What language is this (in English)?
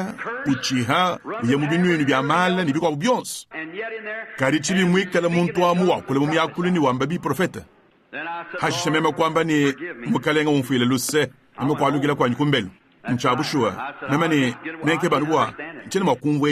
Luba-Lulua